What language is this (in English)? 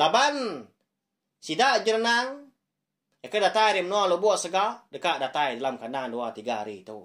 Iban